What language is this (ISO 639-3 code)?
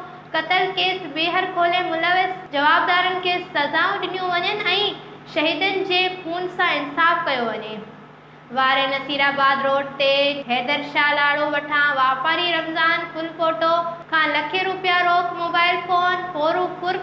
snd